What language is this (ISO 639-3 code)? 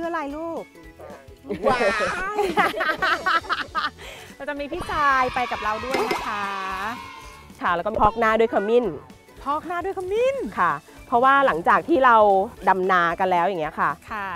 tha